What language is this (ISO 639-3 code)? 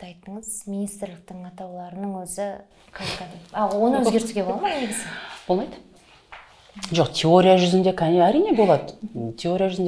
kaz